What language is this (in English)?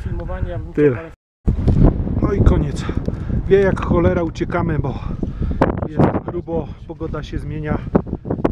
Polish